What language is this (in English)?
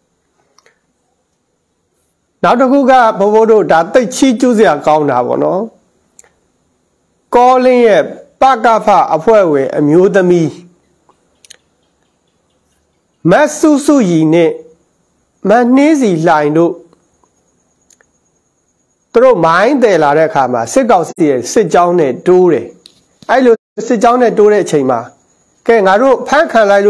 Burmese